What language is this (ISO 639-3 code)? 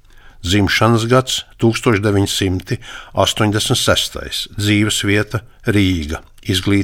lav